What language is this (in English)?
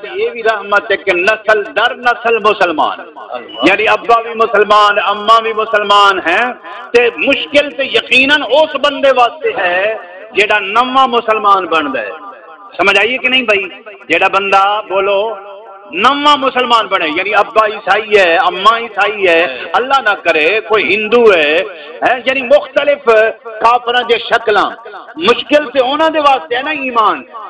Saraiki